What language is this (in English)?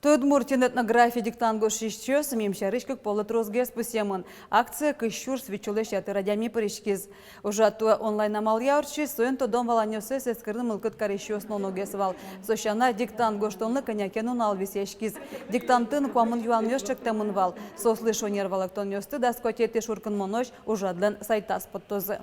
Udmurt